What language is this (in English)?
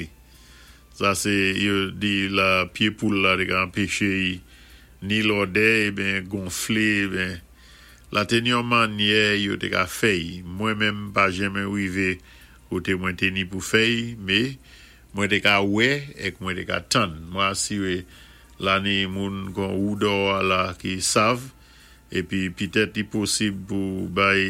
Saint Lucian Creole French